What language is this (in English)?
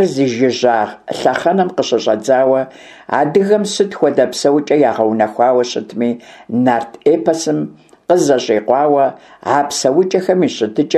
Kabardian